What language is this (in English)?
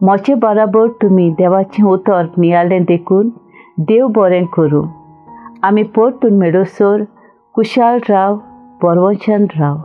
Konkani